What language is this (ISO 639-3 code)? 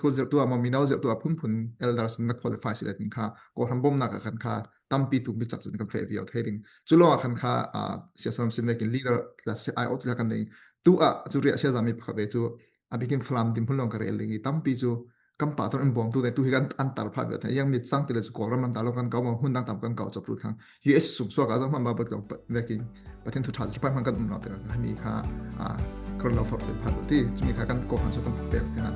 cfm